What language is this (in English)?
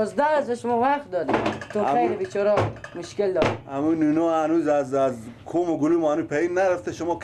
Persian